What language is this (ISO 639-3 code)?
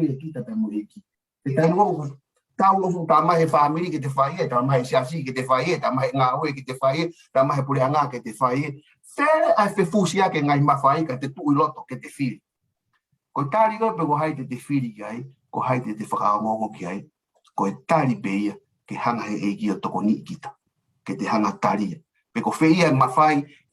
ton